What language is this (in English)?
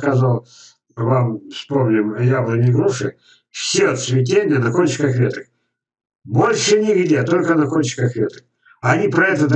Russian